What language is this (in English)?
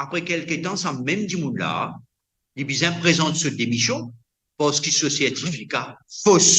Morisyen